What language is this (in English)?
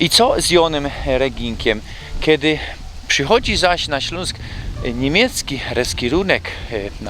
Silesian